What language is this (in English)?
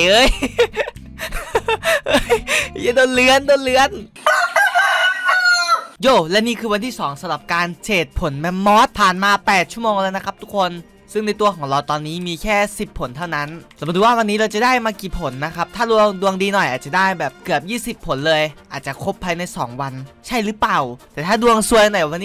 Thai